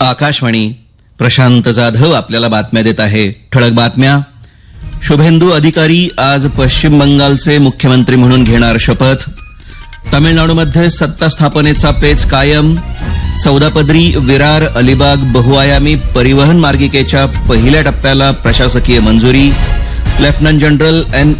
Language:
Marathi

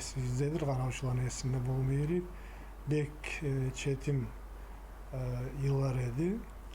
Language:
Kumyk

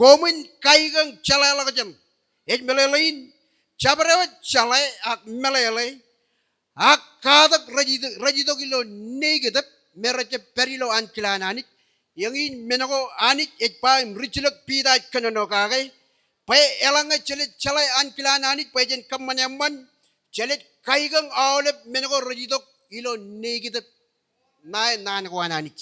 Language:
Marshallese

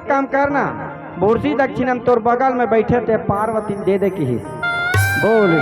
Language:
Chhattisgarhi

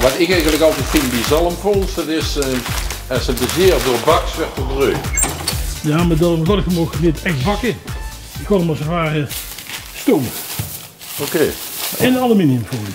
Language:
Limburgish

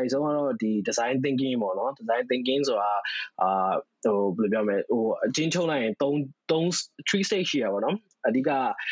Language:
Burmese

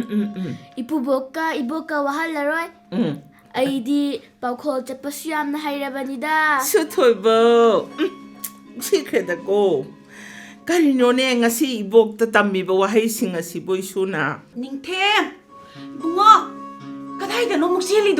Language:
Manipuri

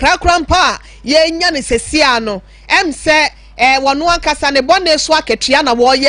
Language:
Akan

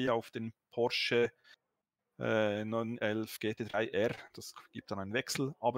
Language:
German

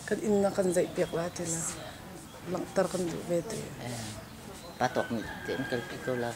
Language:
Hakha Chin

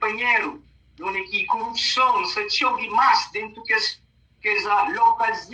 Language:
Kabuverdianu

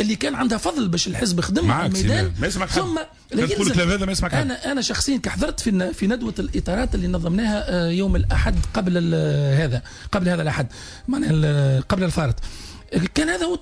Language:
Tunisian Arabic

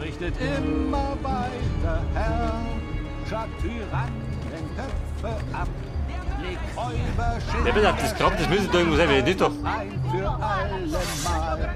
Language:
Bavarian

